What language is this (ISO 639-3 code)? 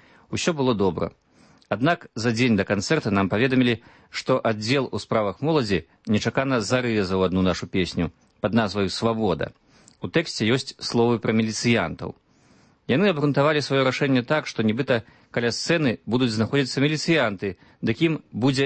bel